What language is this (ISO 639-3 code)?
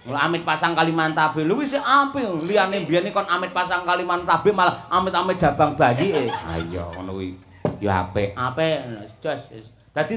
jav